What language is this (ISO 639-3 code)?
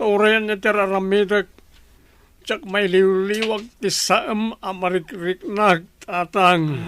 ilo